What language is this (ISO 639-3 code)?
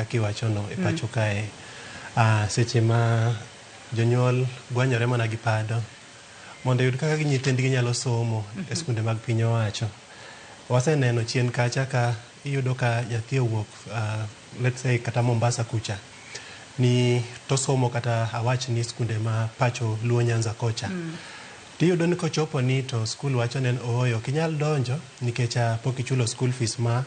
luo